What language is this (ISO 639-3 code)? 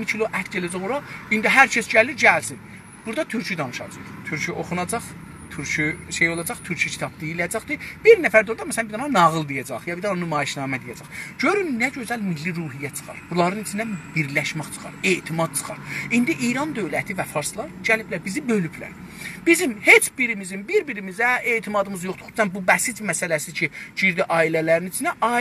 azb